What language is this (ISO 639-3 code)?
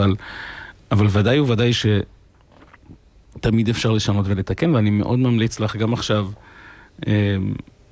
heb